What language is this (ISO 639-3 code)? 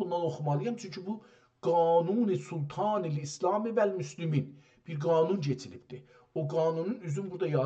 azb